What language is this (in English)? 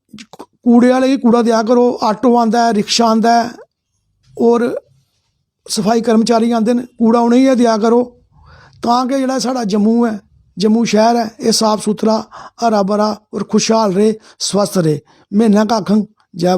Dogri